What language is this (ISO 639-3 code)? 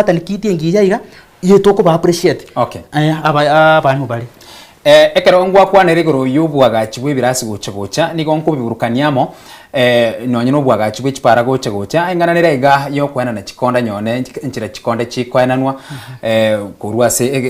guz